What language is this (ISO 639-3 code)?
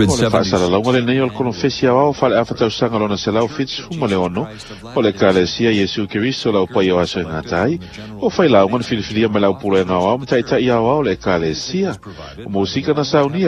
smo